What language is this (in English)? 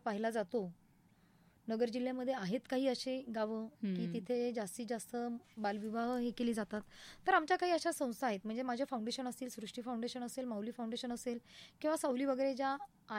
Marathi